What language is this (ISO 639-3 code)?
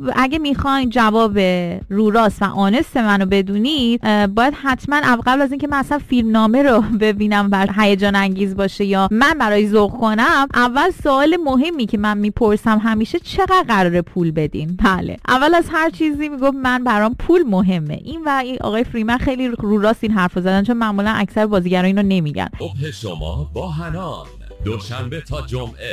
fas